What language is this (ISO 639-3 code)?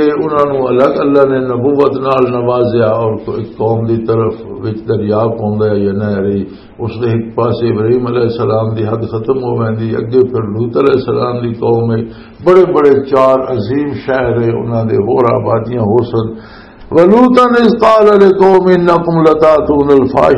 lah